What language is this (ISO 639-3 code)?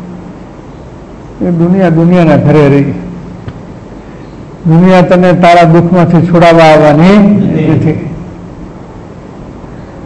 guj